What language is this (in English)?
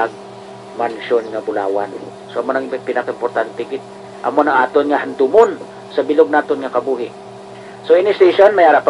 Hiligaynon